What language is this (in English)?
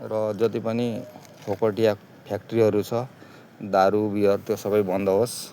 Nepali